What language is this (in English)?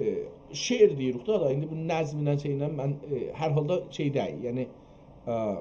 South Azerbaijani